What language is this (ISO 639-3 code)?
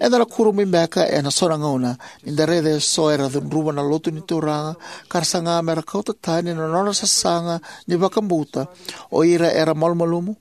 fij